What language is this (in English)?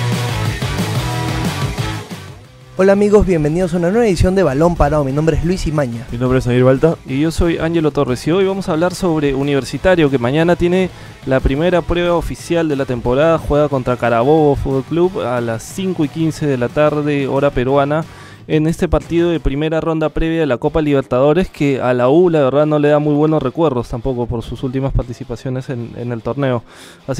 Spanish